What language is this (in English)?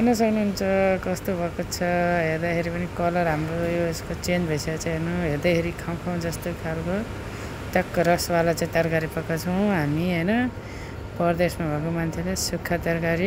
Nepali